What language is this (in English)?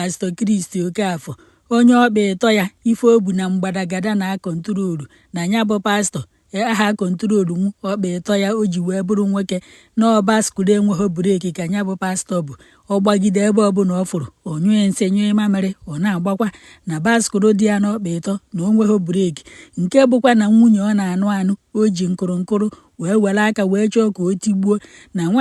Igbo